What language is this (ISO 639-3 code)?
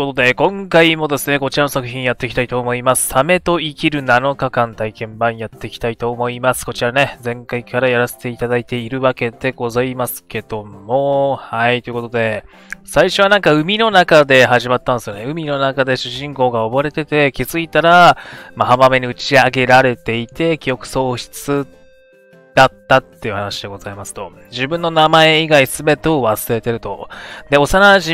jpn